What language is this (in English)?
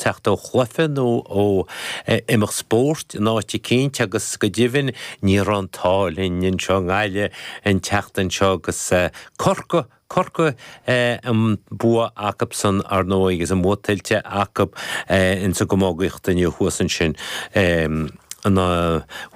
Irish